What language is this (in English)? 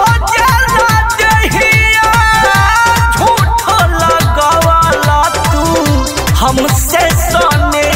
Bhojpuri